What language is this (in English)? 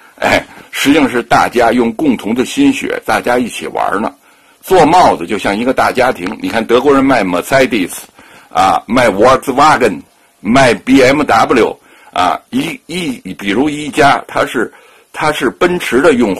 Chinese